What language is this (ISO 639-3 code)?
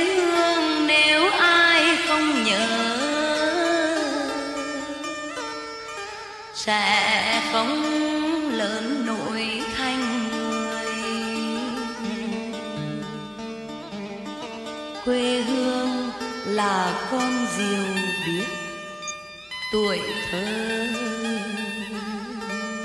vie